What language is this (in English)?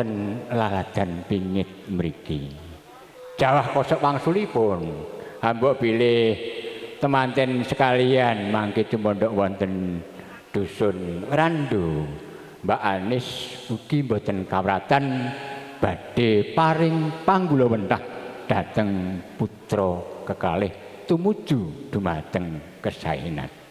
Javanese